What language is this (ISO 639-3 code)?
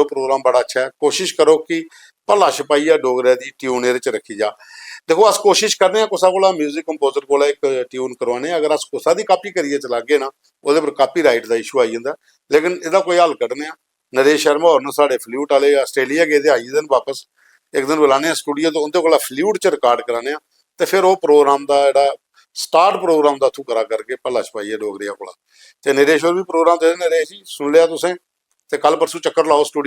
doi